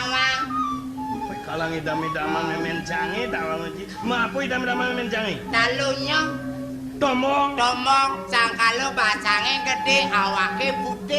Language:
Balinese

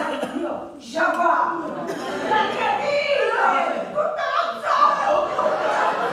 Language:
Sicilian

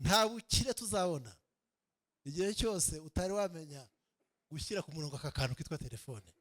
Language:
Kinyarwanda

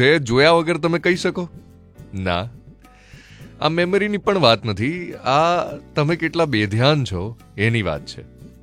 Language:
Gujarati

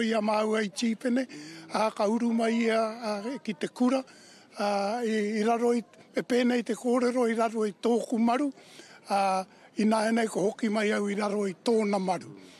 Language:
Māori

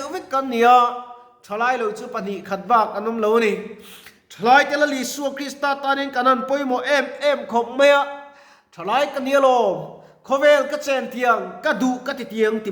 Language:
Mizo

